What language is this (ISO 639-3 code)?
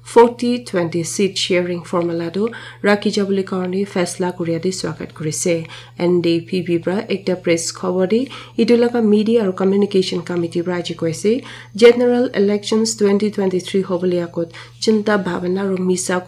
nag